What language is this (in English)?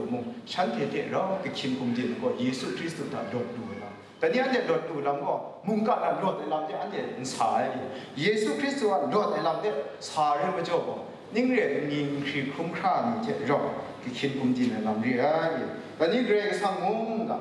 Kachin